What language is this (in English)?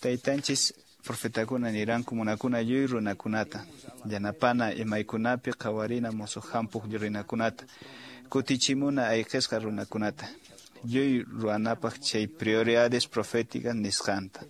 Quechua